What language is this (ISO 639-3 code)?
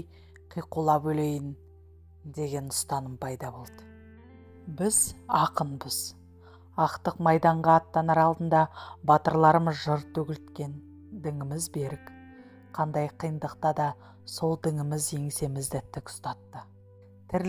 kaz